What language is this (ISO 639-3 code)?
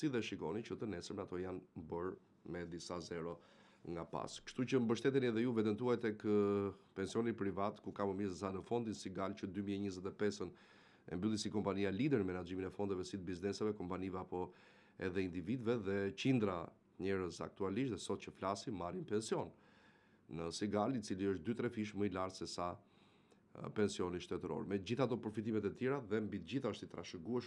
sqi